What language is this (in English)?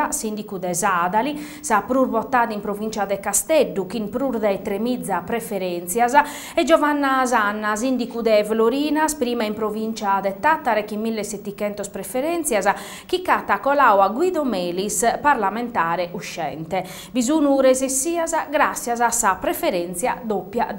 Sardinian